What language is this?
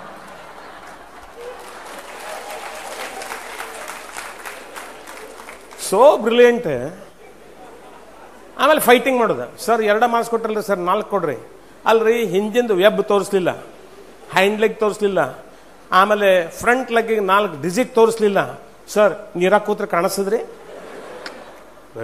Kannada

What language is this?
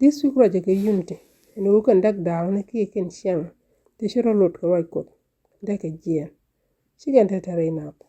Nuer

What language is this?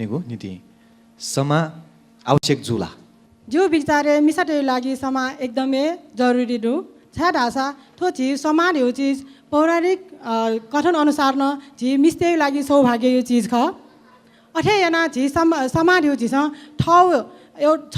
Newari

